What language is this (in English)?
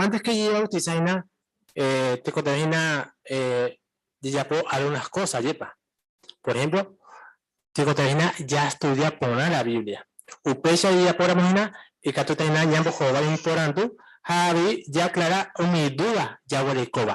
Guarani